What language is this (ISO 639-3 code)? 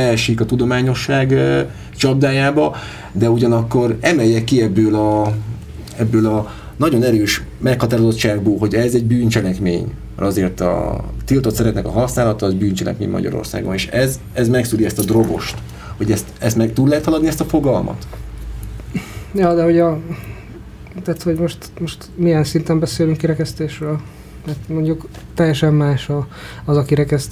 hun